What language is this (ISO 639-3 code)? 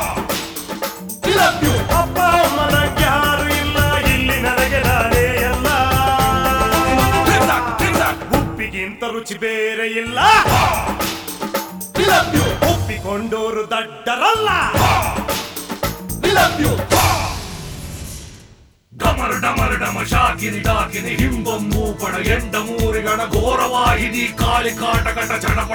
kan